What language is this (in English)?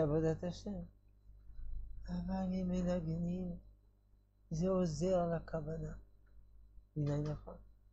Hebrew